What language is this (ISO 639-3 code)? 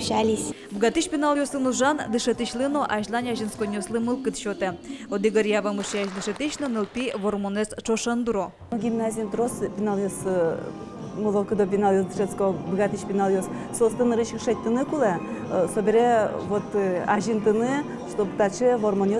udm